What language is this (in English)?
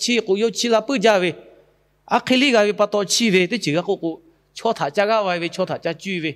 Lahu